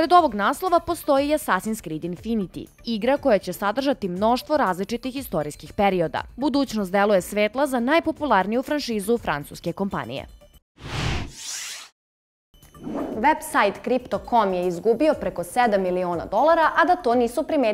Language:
Serbian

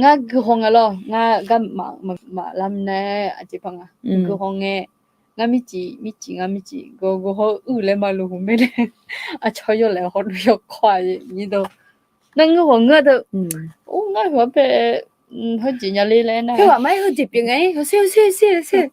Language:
Akha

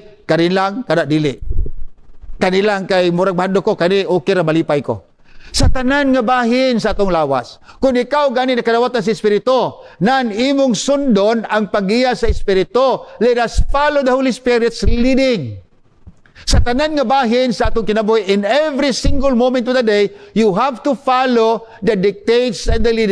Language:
Cebuano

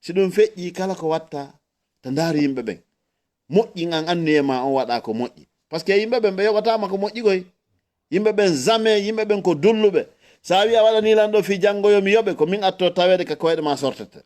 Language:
Fula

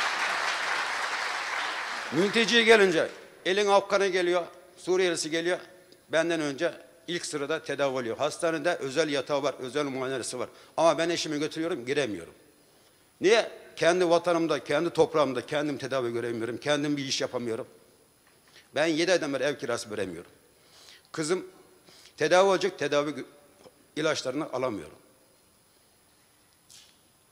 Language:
Turkish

